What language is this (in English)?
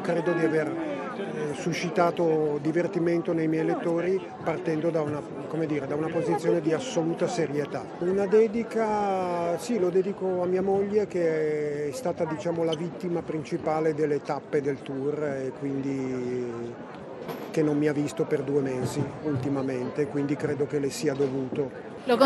Italian